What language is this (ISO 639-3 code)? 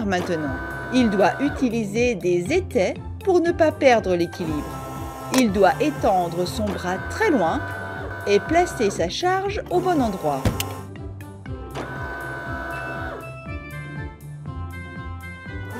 fra